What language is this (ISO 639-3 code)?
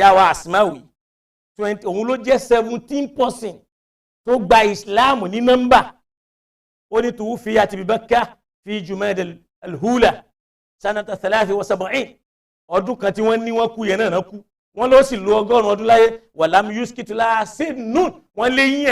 yor